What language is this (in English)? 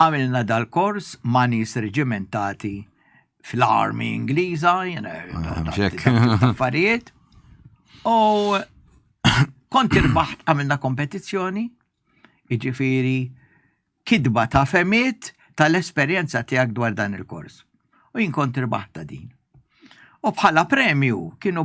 Maltese